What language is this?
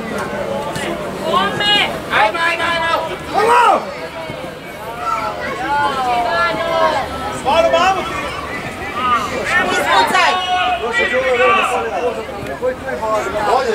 Croatian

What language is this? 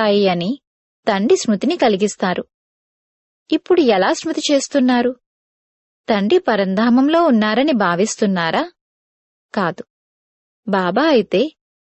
Telugu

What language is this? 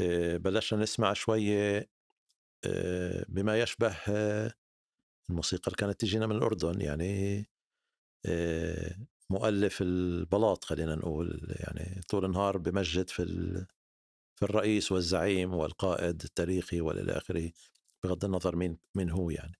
North Levantine Arabic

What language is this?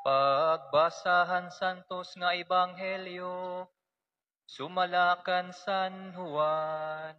Waray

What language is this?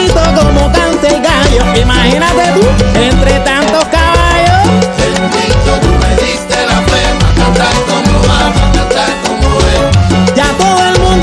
Spanish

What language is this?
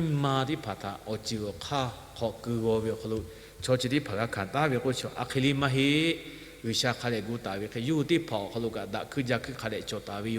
Lahu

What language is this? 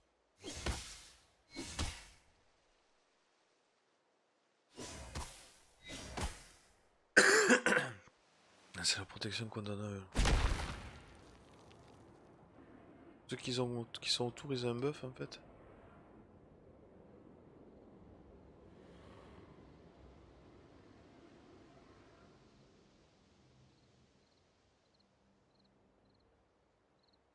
French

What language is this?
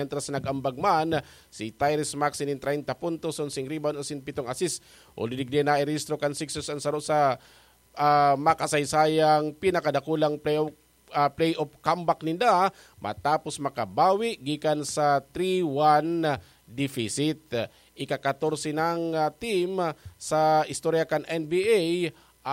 Bikol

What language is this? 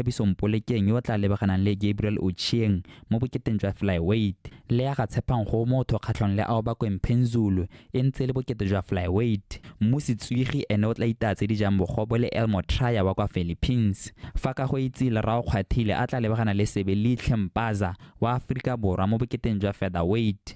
Tswana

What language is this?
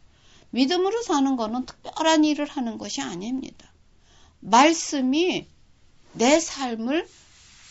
Korean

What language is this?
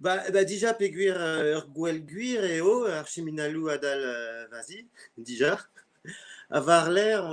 Breton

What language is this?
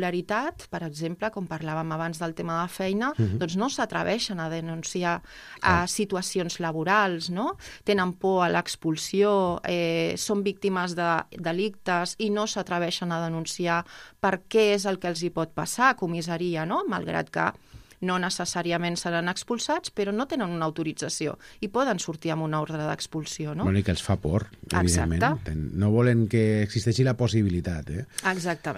Catalan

